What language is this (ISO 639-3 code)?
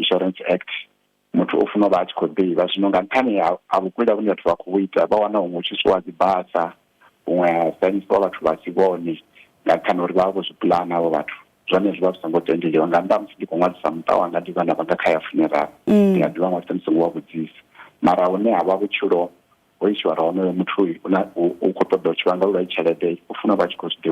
ven